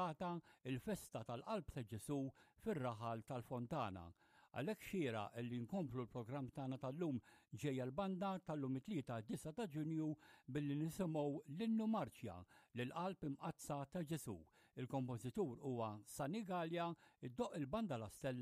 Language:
Maltese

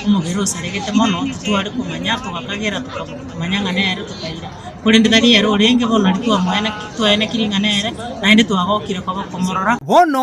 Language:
Gusii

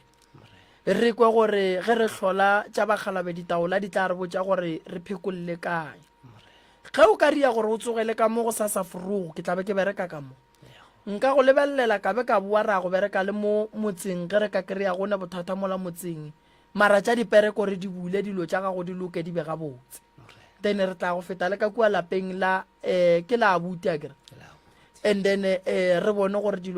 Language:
Northern Sotho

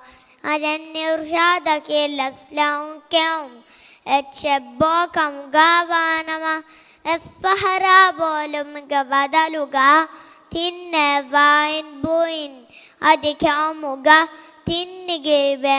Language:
Divehi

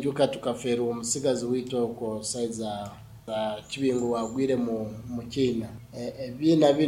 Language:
Nyankole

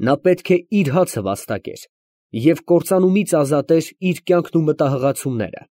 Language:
Armenian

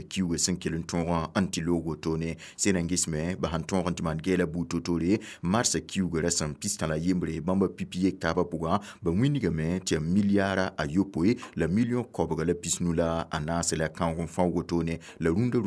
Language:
Mossi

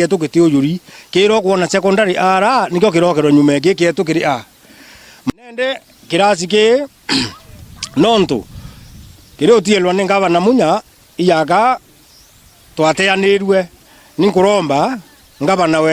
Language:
Meru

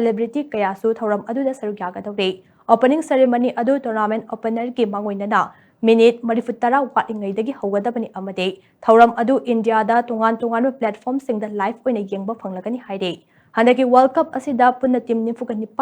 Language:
Manipuri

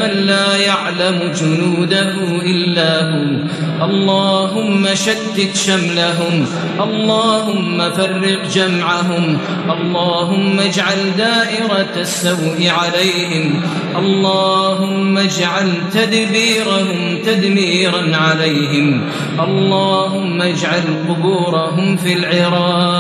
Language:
Arabic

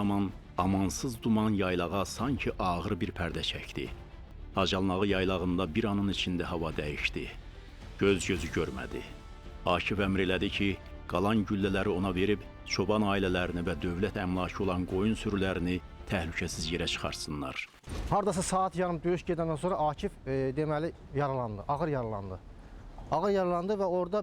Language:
Azerbaijani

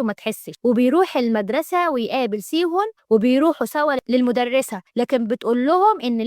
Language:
Egyptian Arabic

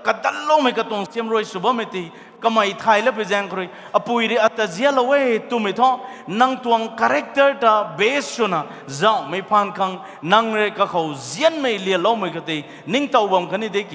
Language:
Rongmei Naga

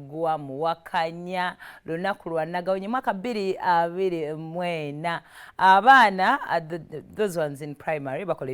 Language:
Ganda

